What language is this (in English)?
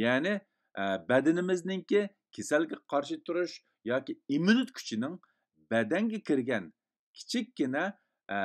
Uyghur